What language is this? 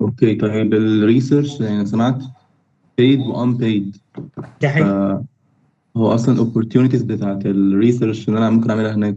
Egyptian Arabic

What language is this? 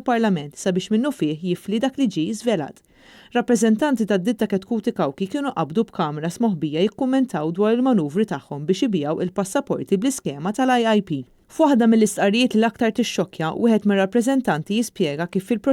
Maltese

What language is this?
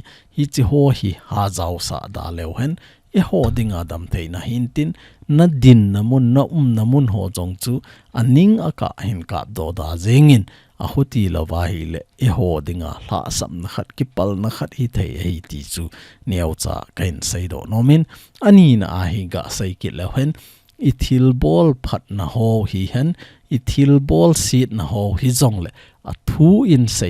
Thado Chin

